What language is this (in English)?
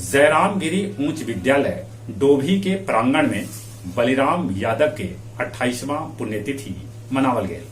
Magahi